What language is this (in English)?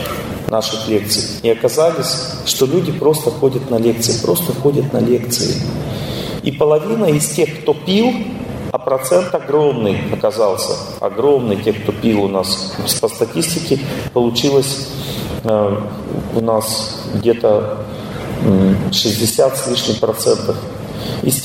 Russian